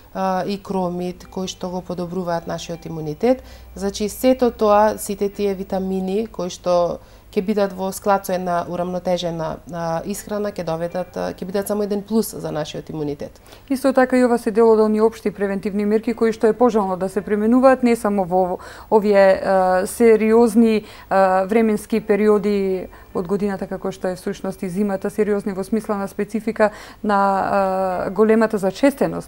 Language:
Macedonian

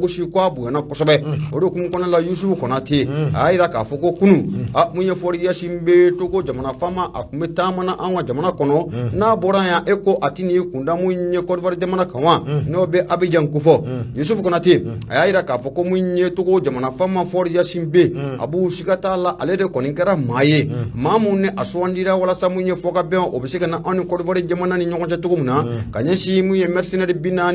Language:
Bambara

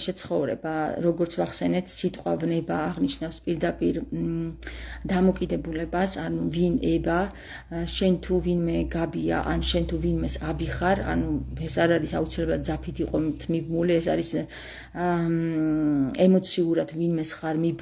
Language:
Georgian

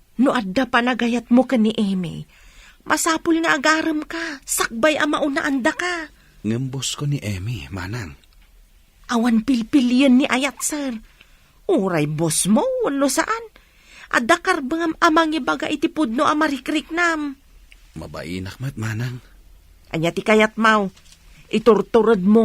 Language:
Iloko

